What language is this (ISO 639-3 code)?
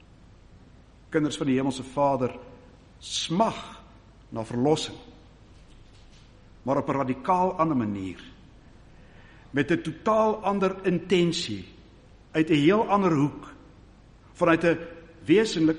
afr